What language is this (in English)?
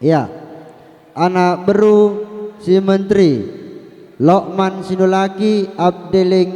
Batak Karo